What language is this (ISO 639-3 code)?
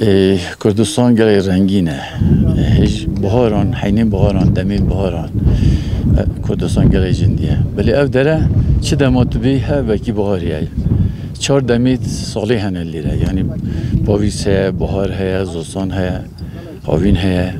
kur